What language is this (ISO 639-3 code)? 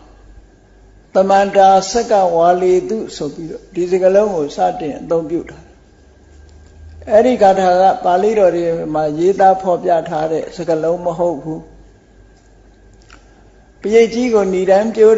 mya